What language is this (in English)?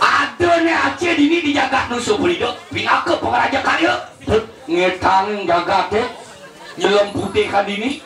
Balinese